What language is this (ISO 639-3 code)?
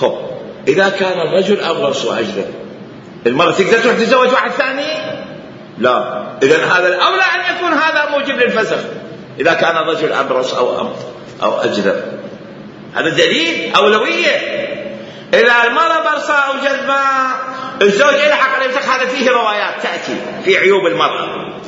acm